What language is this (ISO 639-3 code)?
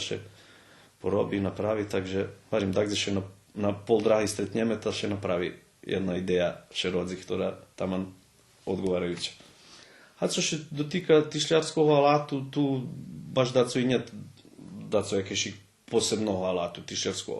rue